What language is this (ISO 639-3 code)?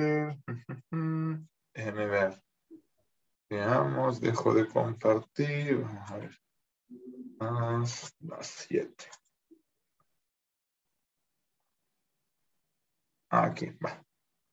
spa